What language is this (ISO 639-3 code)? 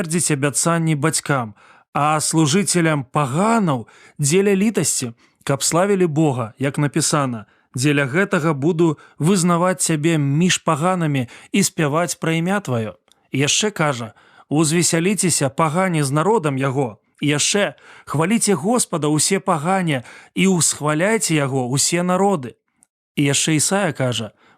bel